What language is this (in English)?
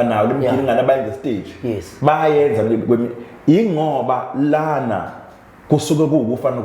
Zulu